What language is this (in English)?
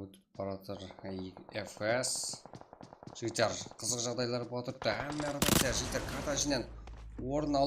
Kara-Kalpak